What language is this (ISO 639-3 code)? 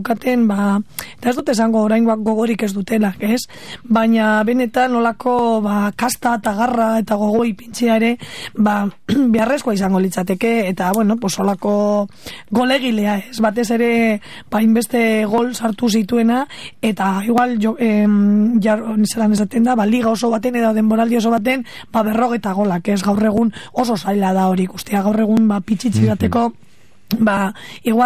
eus